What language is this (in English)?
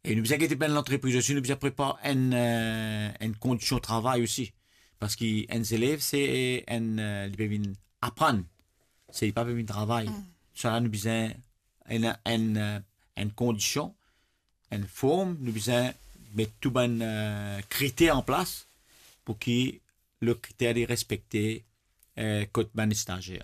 Morisyen